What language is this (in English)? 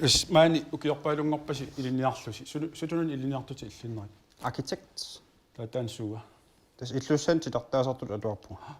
Kalaallisut